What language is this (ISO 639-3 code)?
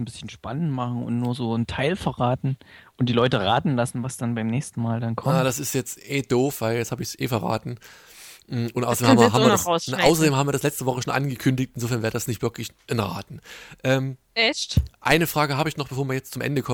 deu